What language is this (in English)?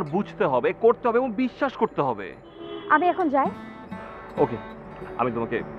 Bangla